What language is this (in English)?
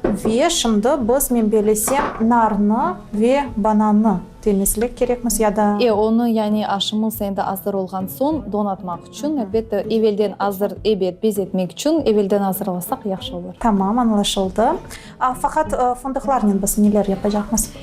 Crimean Tatar